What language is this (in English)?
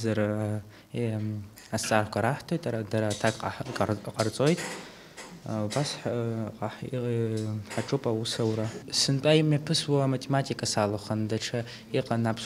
Abkhazian